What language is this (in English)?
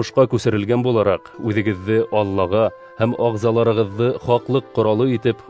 Bashkir